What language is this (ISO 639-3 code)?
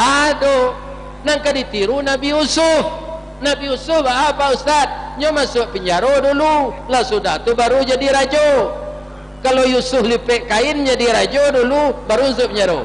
min